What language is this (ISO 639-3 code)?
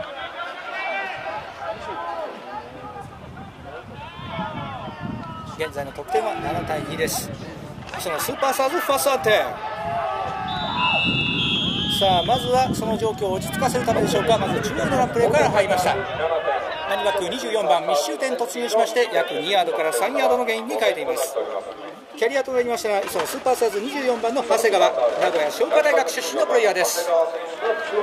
jpn